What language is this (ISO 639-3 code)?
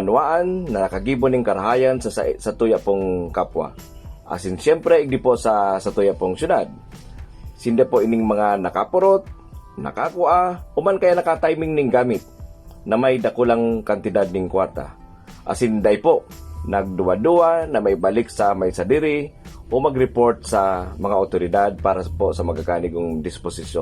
bik